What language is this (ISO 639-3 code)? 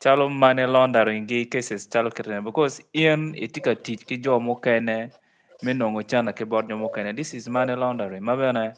ach